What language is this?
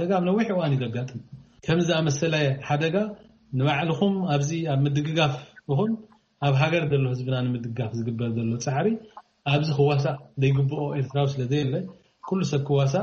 Tigrinya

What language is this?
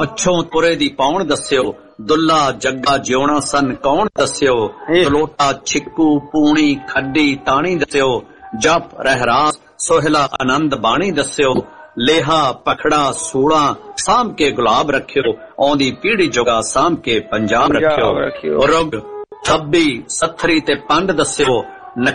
Punjabi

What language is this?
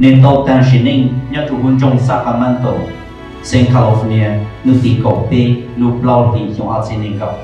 Hmong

